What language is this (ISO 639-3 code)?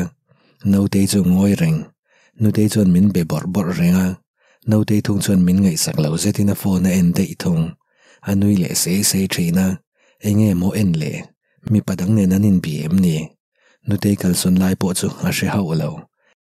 lus